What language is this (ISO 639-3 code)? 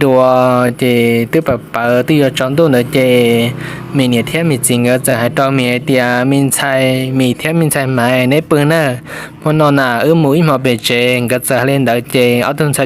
hmn